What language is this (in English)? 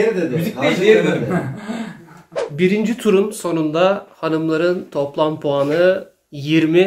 Turkish